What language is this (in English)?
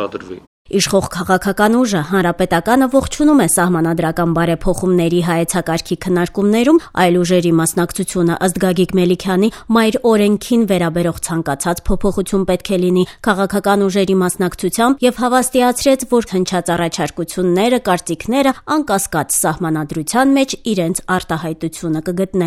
Armenian